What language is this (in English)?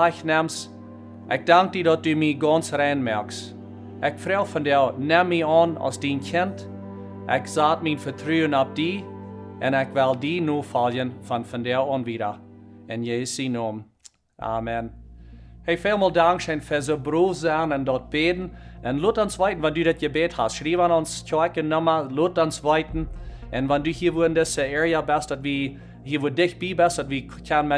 Plautdietsch